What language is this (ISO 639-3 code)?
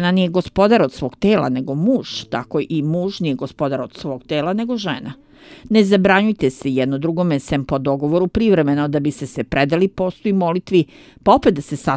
srp